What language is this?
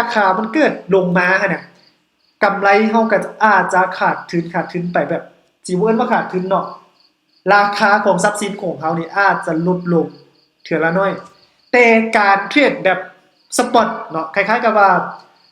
Lao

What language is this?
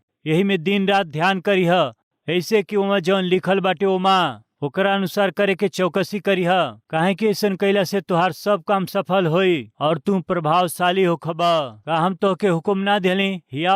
Bhojpuri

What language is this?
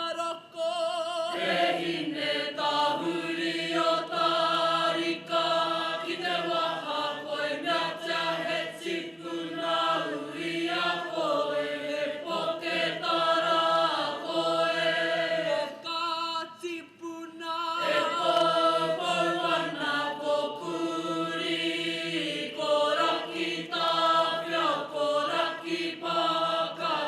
Māori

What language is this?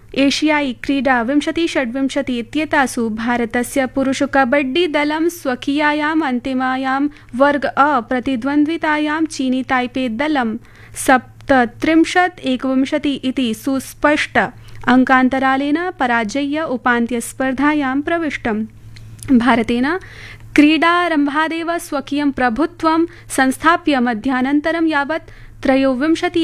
Sanskrit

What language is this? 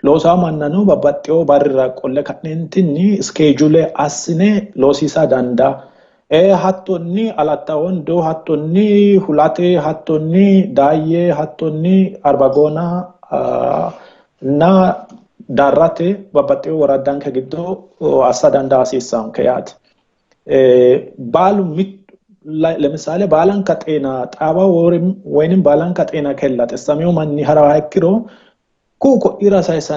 Sidamo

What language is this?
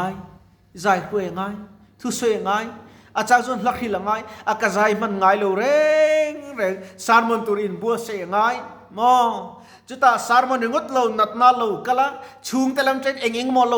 Mizo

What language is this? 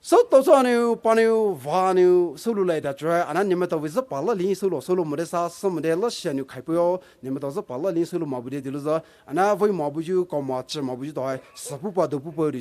Poumei Naga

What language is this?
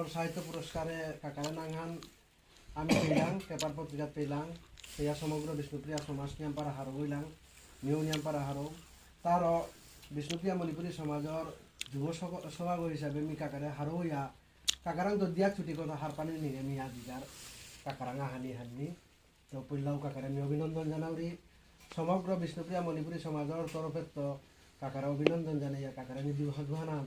Bishnupriya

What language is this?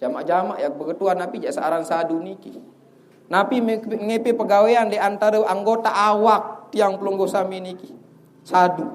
Sasak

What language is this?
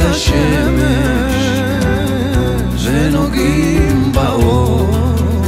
Hebrew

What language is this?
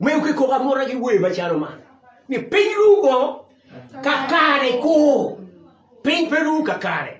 Acoli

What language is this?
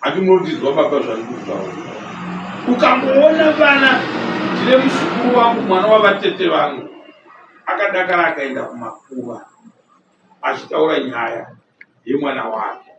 Shona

